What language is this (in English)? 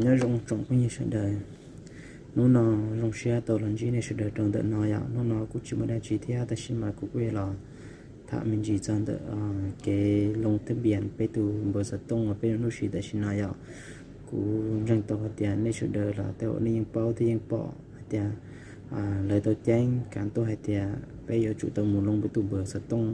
Hmong